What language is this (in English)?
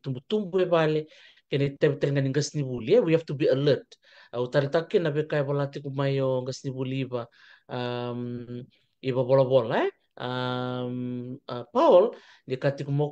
Fijian